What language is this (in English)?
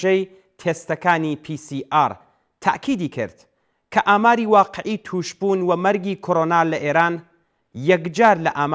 Central Kurdish